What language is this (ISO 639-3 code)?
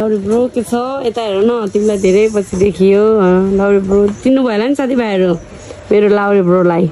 nep